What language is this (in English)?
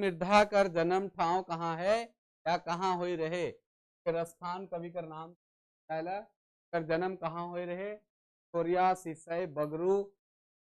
Sadri